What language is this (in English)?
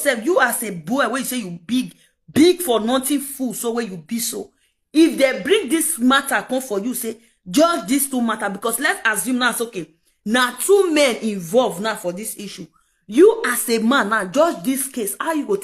Nigerian Pidgin